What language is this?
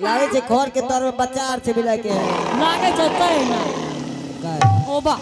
Angika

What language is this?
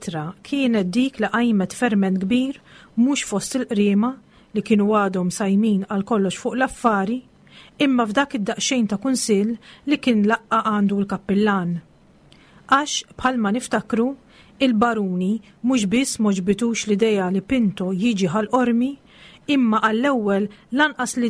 Maltese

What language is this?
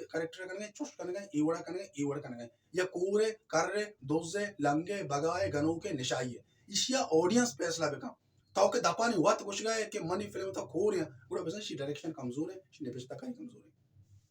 Baluchi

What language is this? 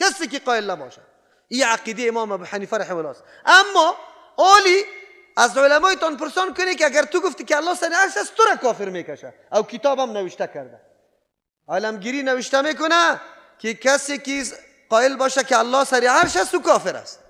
Persian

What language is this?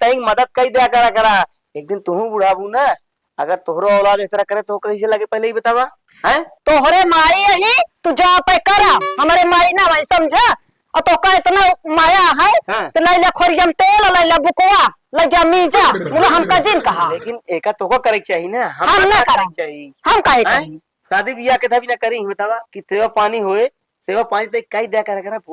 Awadhi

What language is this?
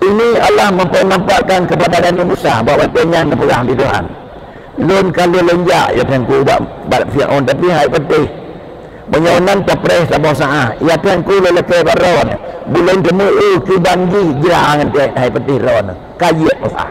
Achinese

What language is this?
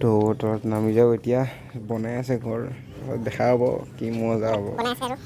Assamese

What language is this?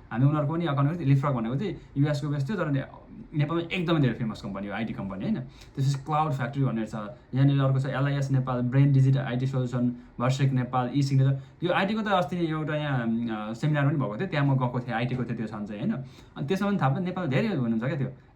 Nepali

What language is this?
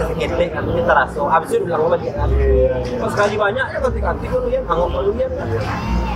Minangkabau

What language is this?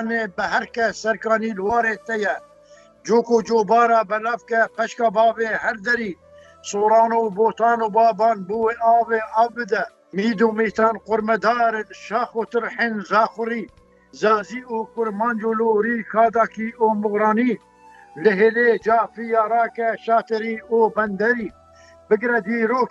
Kurdish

